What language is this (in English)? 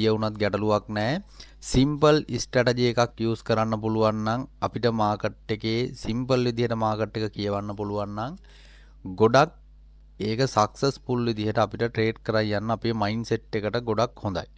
Sinhala